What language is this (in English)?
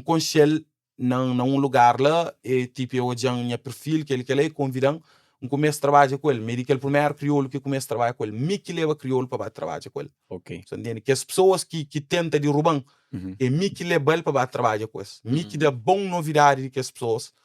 Kabuverdianu